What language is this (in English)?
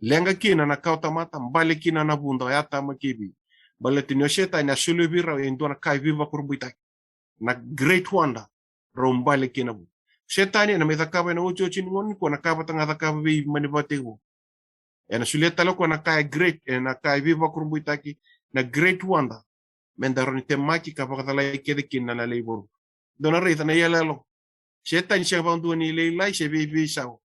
Fijian